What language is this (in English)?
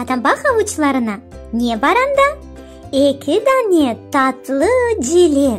Crimean Tatar